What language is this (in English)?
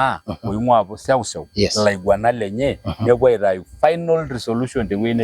Masai